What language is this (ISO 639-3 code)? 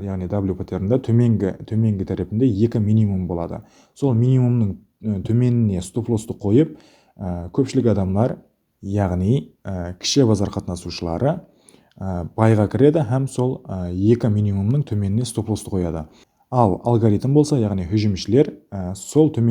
kaa